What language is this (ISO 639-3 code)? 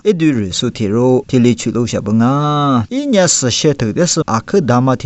lis